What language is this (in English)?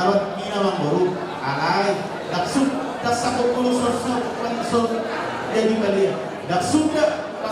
Batak Toba